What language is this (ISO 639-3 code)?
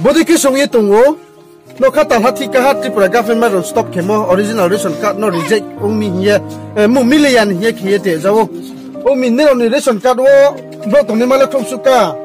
ria